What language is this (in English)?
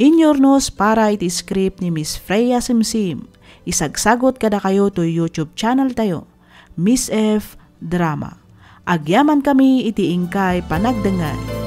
Iloko